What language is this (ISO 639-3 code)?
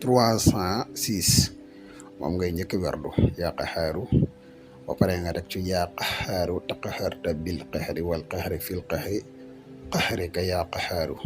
wol